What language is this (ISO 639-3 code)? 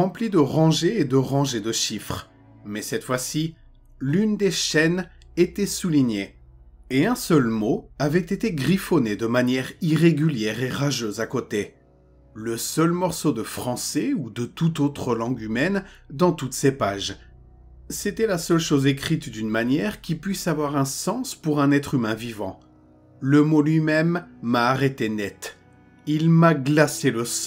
fra